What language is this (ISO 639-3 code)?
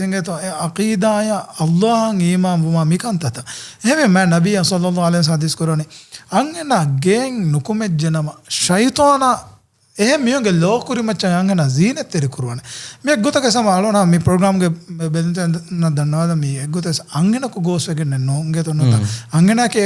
div